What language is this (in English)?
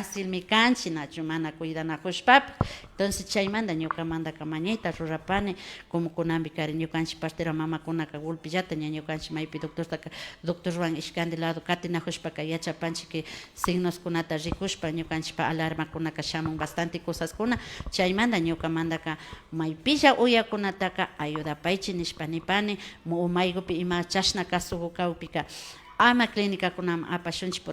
Imbabura Highland Quichua